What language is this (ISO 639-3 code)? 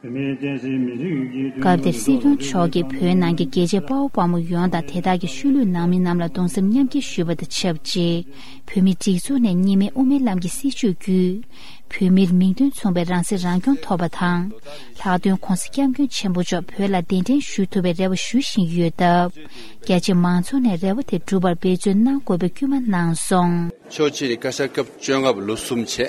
bod